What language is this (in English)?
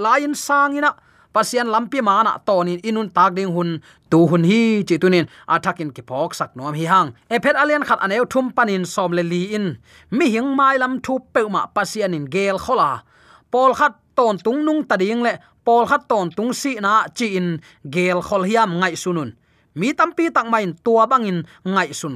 Tedim Chin